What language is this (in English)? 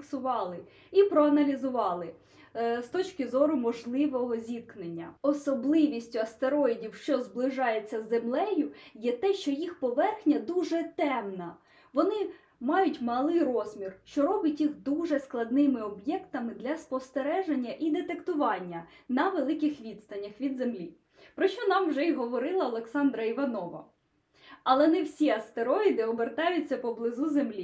Ukrainian